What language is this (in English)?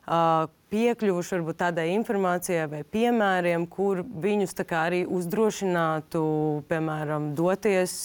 Latvian